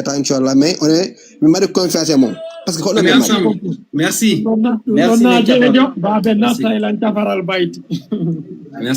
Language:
Fula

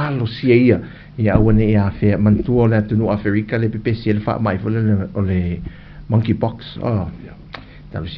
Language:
Samoan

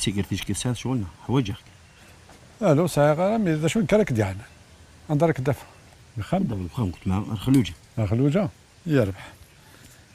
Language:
Kabyle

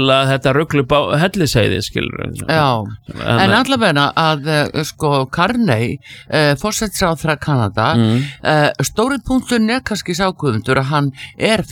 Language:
Icelandic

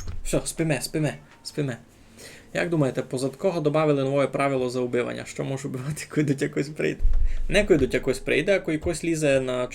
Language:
Rusyn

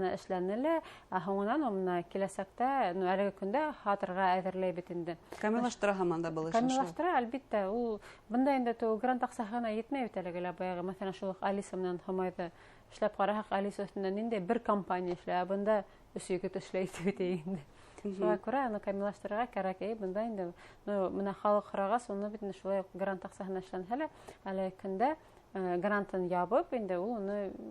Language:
Bashkir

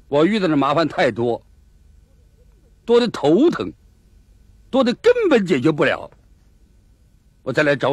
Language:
Chinese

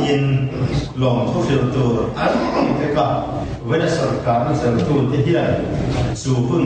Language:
Mizo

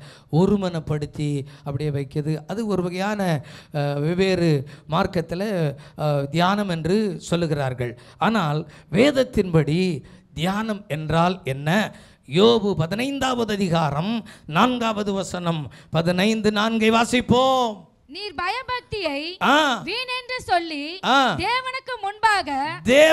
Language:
Tamil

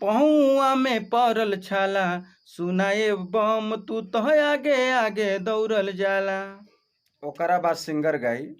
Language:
Bhojpuri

